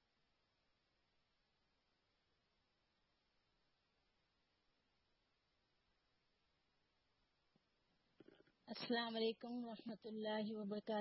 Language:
Urdu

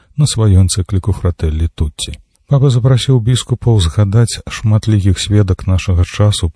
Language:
Belarusian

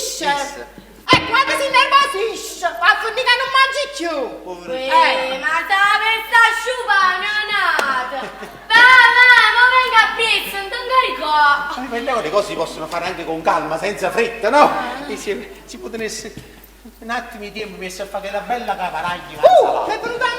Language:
Neapolitan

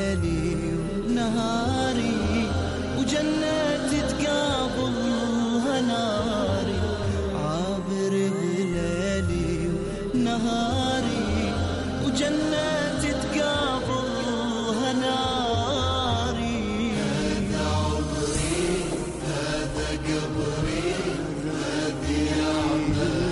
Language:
Arabic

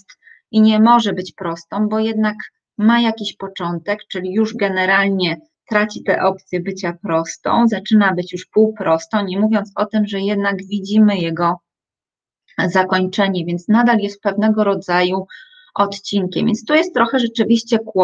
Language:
Polish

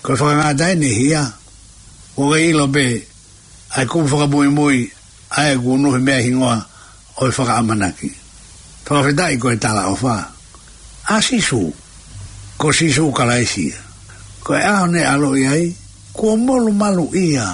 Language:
Tongan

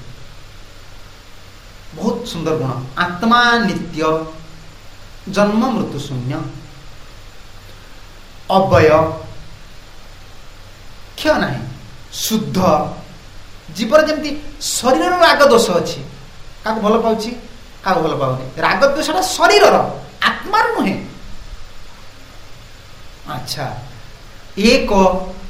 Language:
Odia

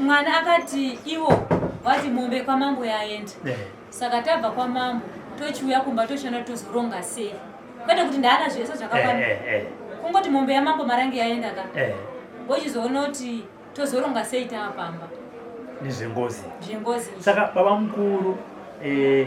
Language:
Shona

